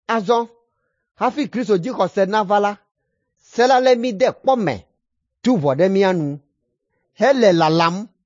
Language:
Ewe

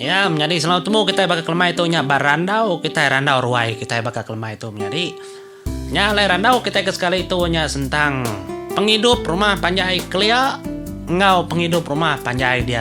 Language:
Iban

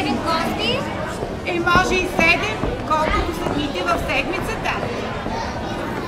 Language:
Bulgarian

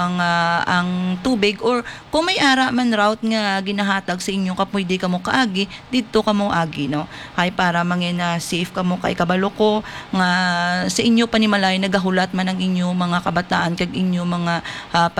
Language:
Hiligaynon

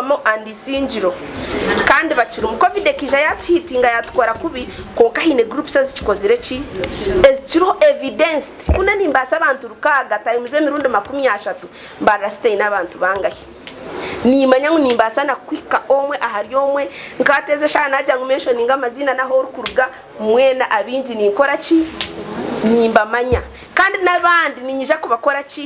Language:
Nyankole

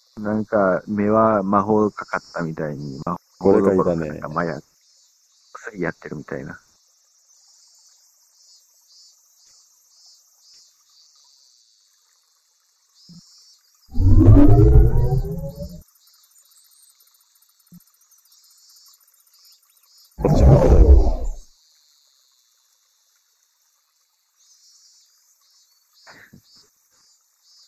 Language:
Japanese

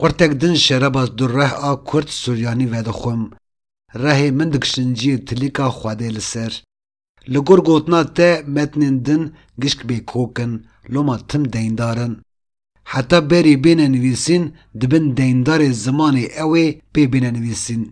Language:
Kurdish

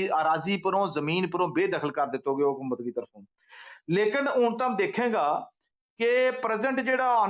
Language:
Gujari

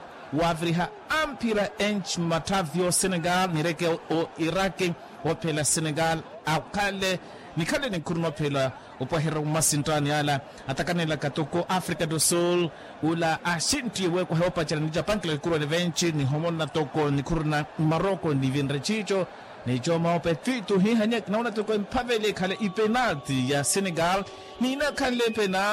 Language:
Makhuwa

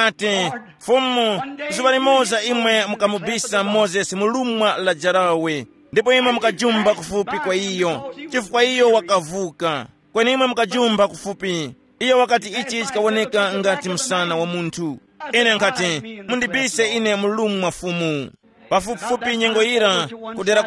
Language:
Tumbuka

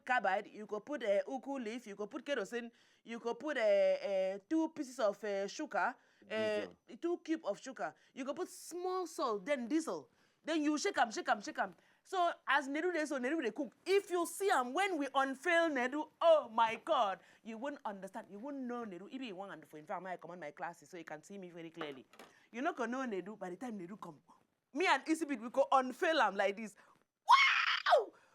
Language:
Nigerian Pidgin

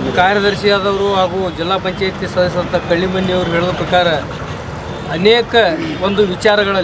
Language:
Kannada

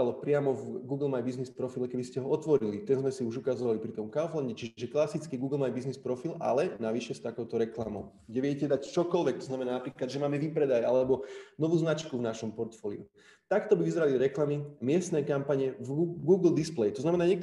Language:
Slovak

